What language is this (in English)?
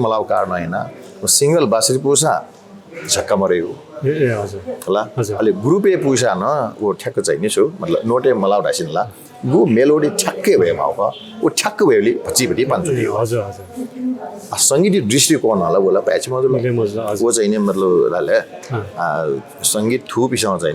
Newari